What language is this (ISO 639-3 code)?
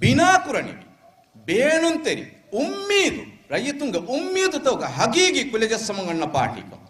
div